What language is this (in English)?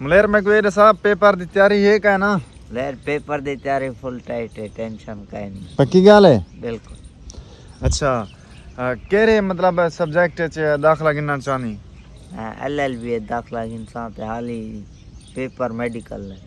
Saraiki